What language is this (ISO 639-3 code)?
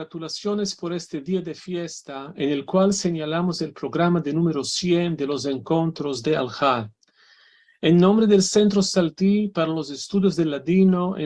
lad